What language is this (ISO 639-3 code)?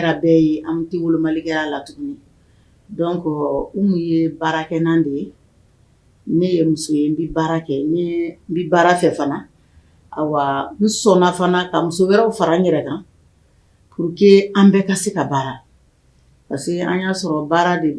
bam